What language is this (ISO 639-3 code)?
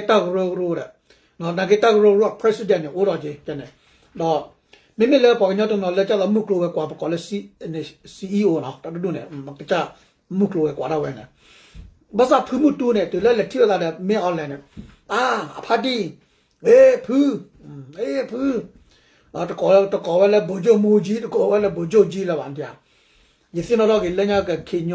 ksw